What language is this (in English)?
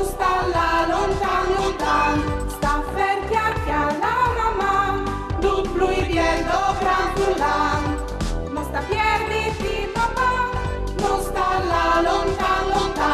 Friulian